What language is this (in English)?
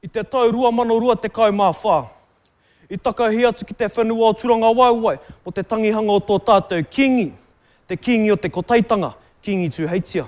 Māori